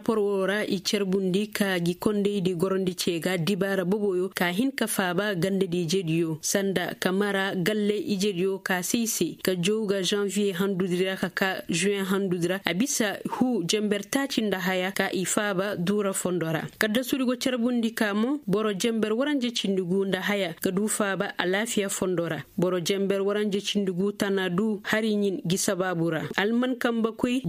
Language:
Koyraboro Senni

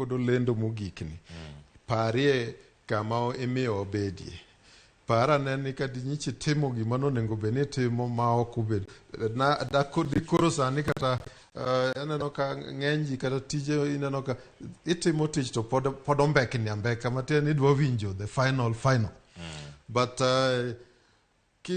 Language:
Luo (Kenya and Tanzania)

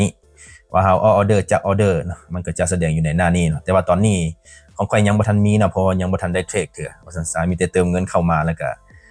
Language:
Lao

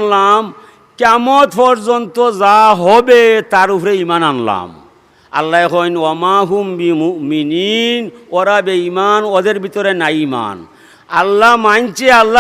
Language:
Sylheti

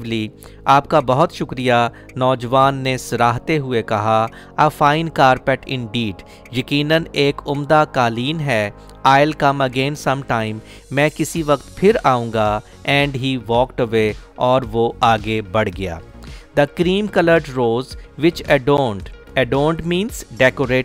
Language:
Hindi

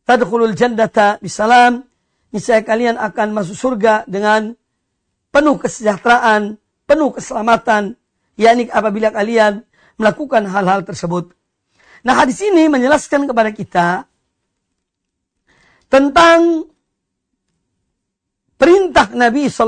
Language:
Indonesian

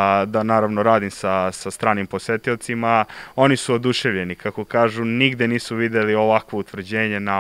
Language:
Serbian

